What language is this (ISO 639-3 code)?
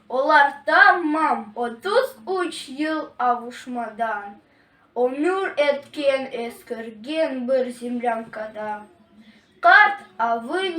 crh